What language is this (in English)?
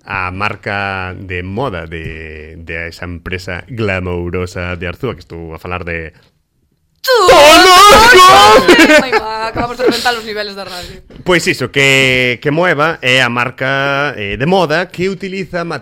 Galician